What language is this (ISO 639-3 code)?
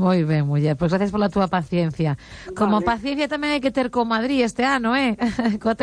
glg